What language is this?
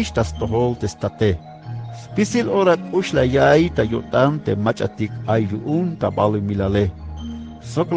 Tzeltal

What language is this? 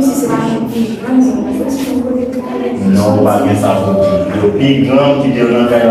Haitian Creole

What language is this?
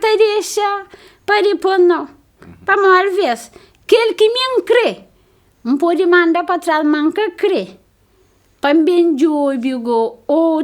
Kabuverdianu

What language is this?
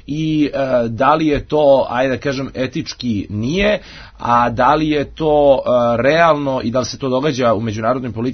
Serbian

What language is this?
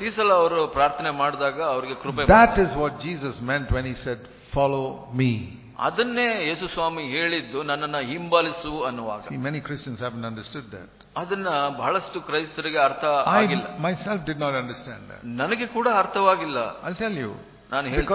Kannada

